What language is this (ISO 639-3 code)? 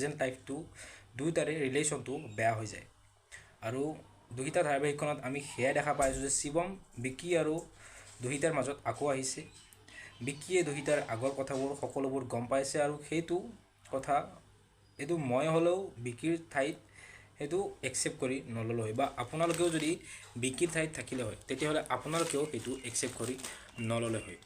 asm